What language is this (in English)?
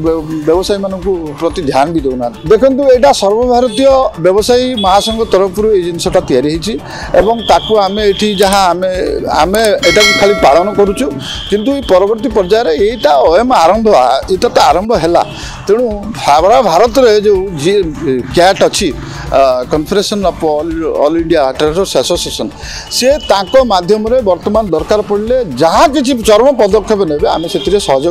Odia